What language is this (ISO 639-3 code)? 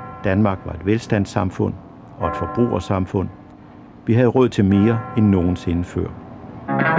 dan